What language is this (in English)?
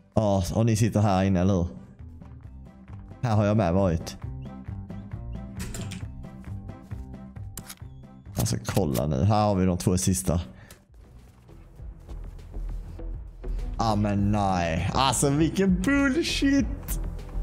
Swedish